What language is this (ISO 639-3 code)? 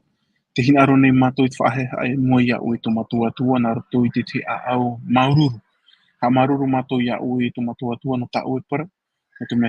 tah